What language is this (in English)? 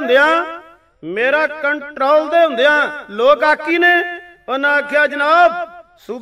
Punjabi